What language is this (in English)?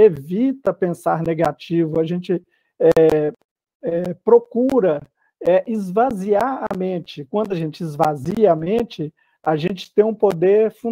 Portuguese